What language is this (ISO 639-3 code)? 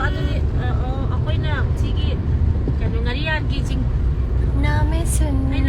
mni